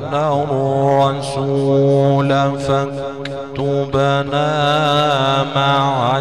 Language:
Arabic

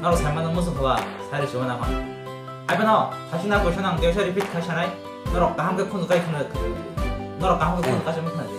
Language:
Kok Borok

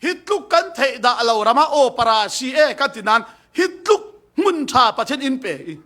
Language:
Falam Chin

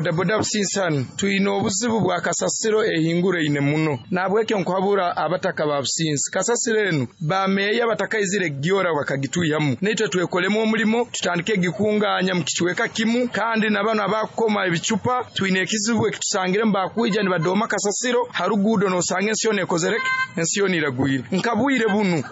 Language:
Nyoro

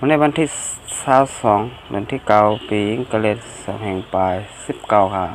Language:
Shan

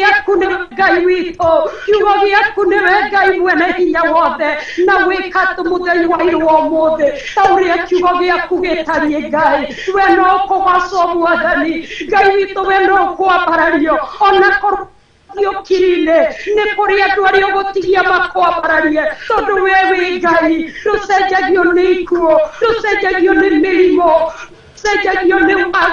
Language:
Kikuyu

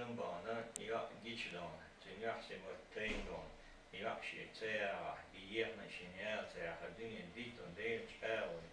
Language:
Chechen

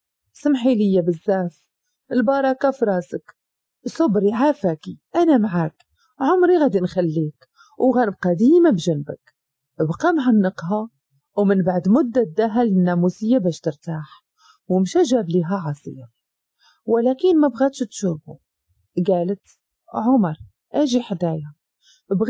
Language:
Moroccan Arabic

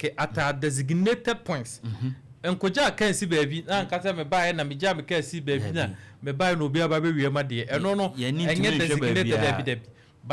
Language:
Akan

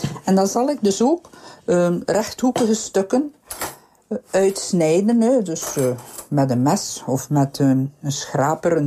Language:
Dutch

